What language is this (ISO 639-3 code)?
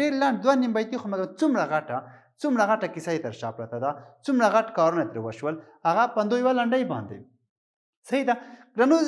pus